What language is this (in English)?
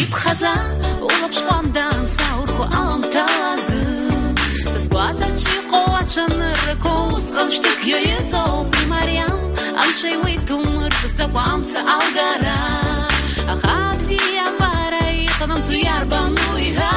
Abkhazian